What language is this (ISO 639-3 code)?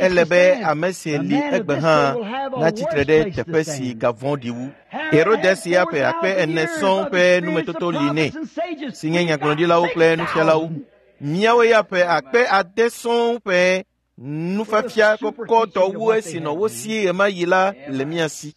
ewe